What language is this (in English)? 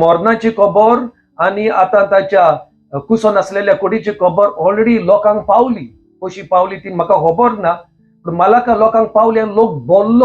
Konkani